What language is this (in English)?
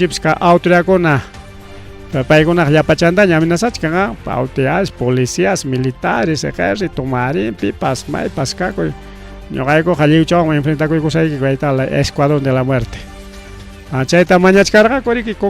Ayacucho Quechua